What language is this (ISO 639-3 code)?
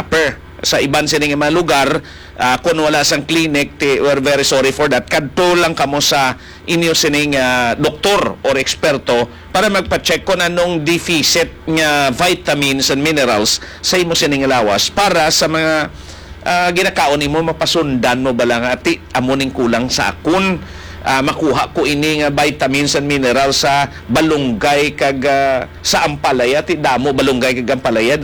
hil